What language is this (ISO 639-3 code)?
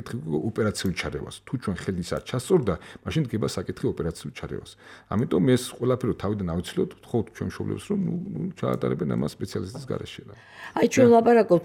kat